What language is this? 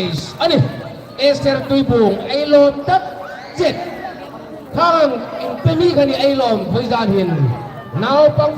Hmar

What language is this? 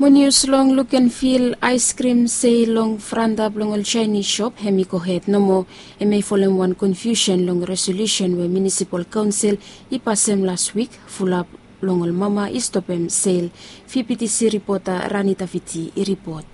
Bislama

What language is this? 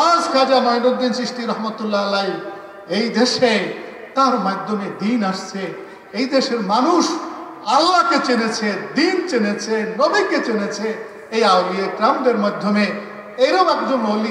Bangla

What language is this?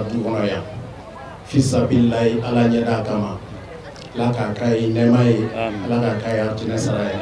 Bambara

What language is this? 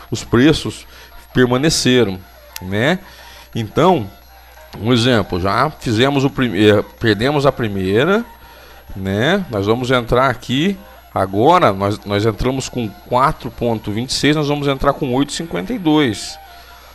Portuguese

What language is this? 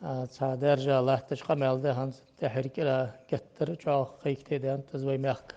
Ingush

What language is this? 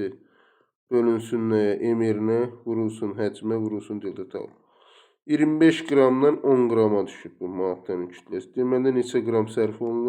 Azerbaijani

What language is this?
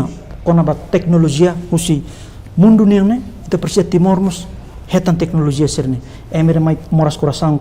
Tetum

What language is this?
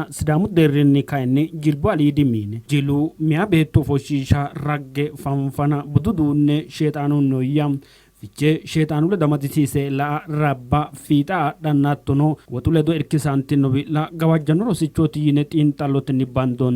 Sidamo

